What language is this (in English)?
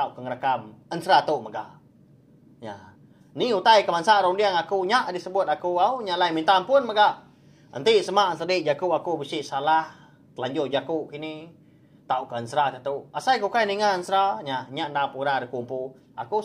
Iban